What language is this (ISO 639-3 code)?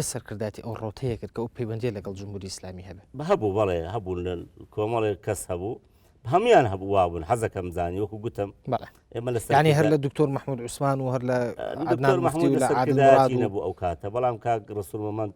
ckb